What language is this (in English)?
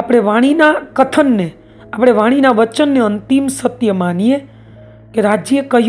Gujarati